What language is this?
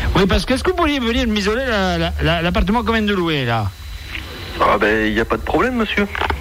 French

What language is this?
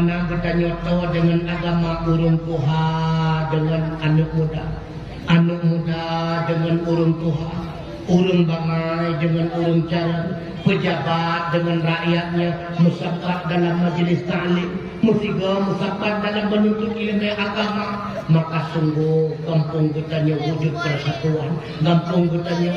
Achinese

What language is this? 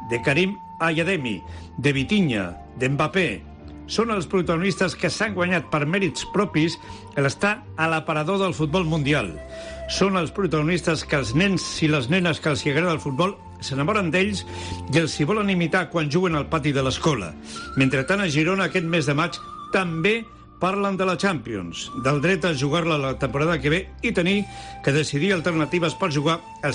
Catalan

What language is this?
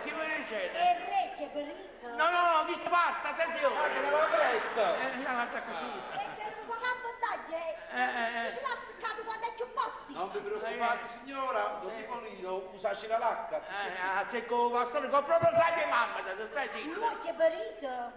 Neapolitan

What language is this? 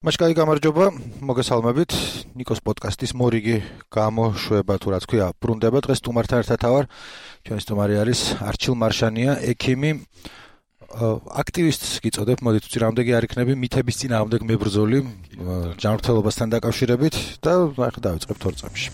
Georgian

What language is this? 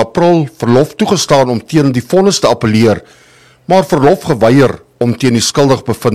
Afrikaans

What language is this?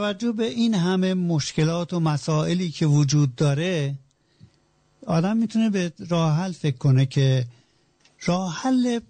Persian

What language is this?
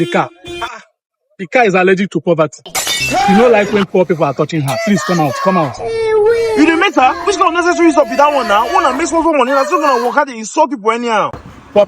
Nigerian Pidgin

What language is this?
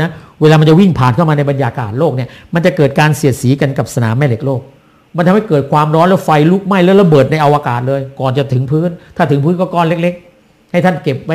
Thai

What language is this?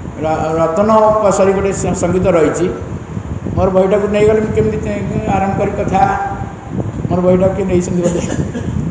Odia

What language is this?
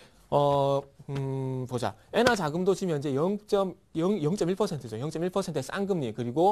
Korean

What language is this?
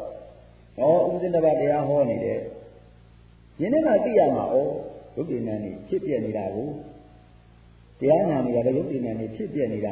Burmese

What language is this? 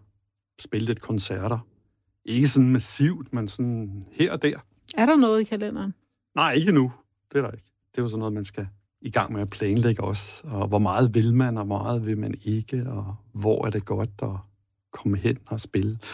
Danish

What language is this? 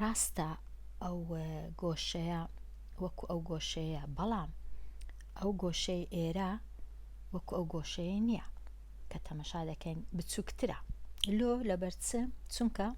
Central Kurdish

